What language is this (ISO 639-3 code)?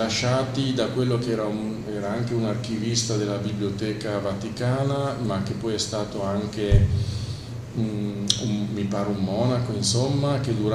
ita